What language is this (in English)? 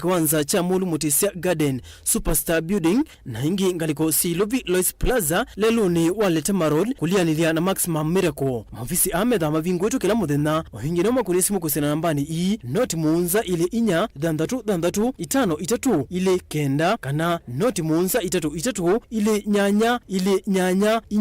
Kamba